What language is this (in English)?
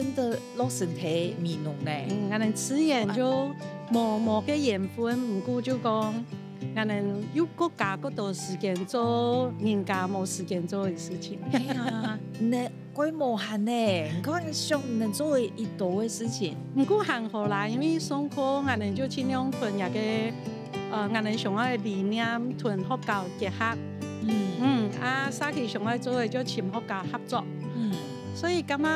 Hakka Chinese